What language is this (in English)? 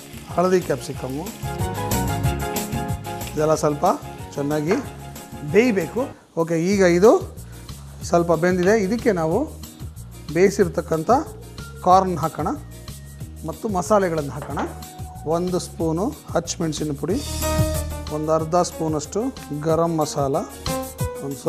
Kannada